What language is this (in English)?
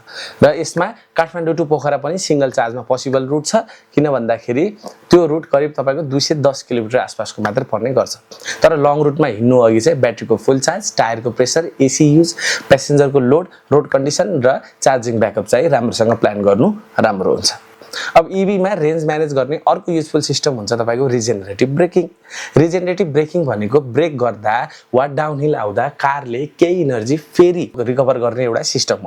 Nepali